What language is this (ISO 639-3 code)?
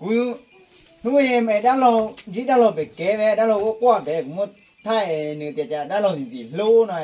hmn